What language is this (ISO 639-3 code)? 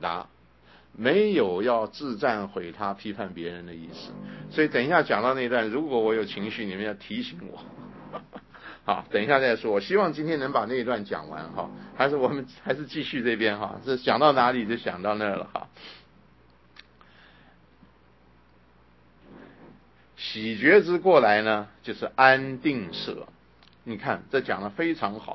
zho